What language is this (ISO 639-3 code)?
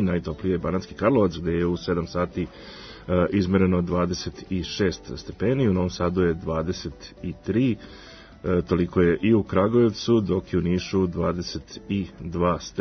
srp